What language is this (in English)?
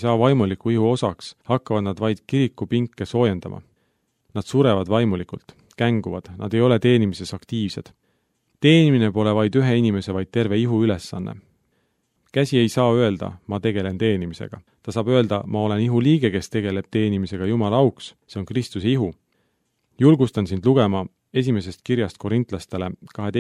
Estonian